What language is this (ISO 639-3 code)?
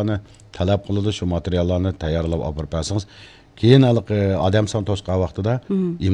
uig